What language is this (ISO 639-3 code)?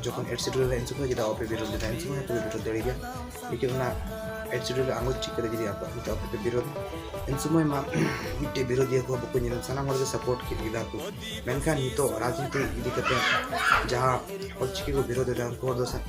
sat